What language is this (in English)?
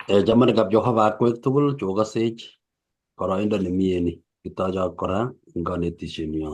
Kalenjin